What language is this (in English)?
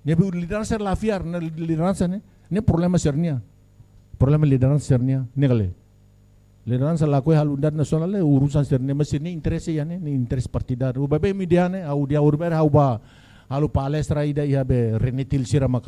Tetum